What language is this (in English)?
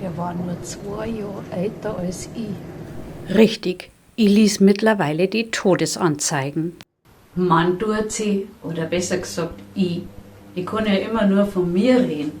Bavarian